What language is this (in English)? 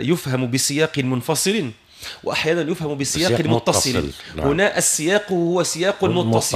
Tunisian Arabic